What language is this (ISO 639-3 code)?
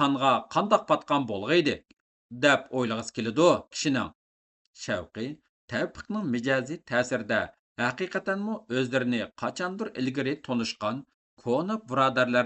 uig